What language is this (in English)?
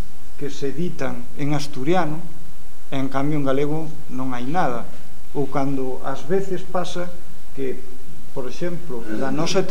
Galician